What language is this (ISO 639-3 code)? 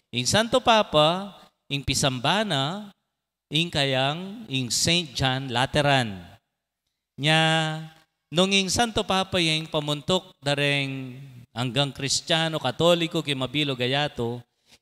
pam